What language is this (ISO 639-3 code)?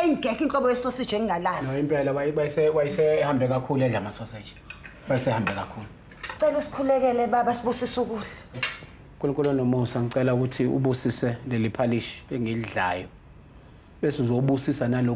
zul